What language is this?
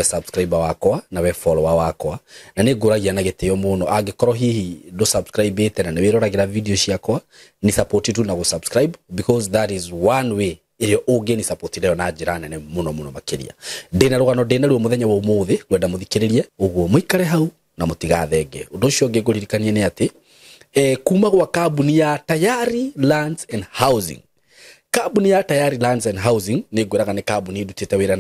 Kikuyu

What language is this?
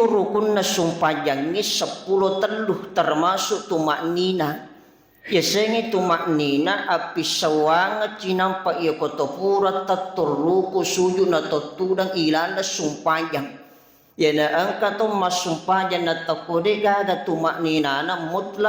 Buginese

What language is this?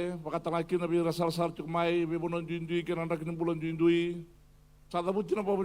Fijian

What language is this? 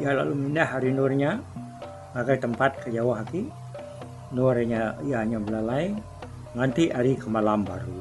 Iban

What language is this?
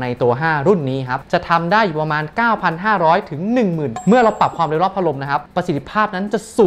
Thai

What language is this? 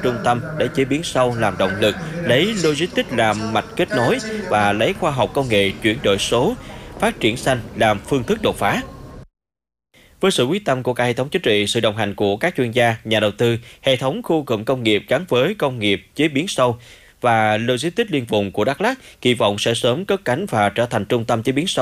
Vietnamese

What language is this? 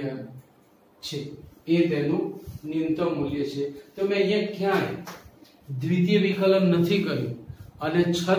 Gujarati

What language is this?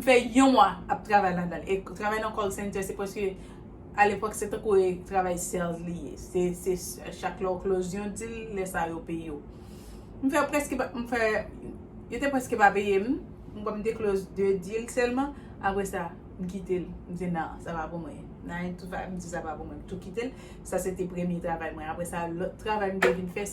Haitian Creole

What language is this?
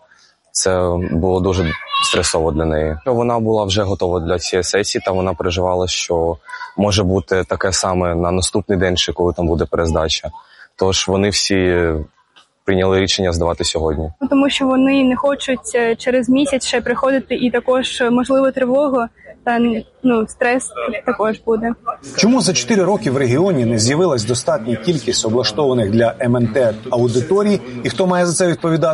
Ukrainian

